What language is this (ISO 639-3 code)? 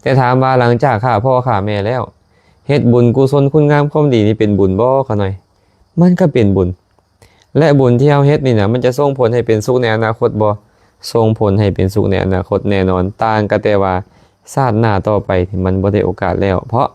lao